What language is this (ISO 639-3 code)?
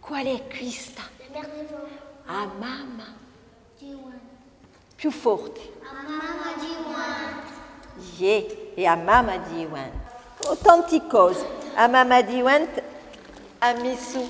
cos